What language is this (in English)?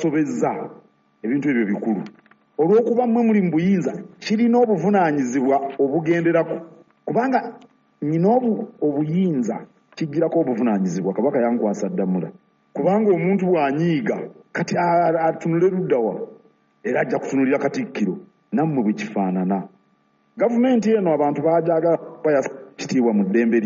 Ganda